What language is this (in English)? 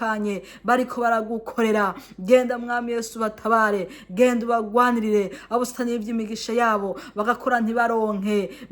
Rundi